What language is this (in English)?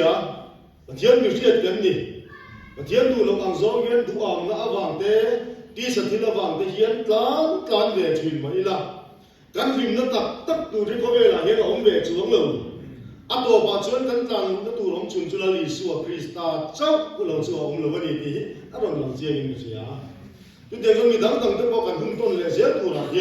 Mizo